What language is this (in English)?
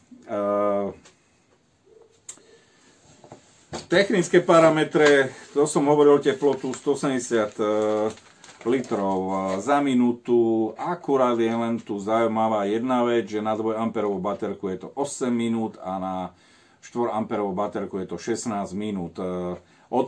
Slovak